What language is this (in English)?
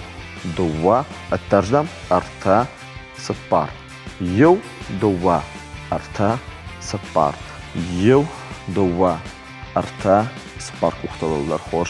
Ossetic